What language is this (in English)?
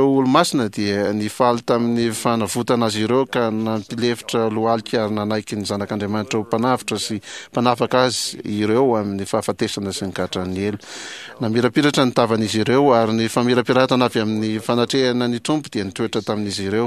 Malagasy